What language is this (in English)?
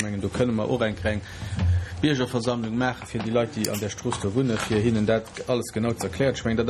Luxembourgish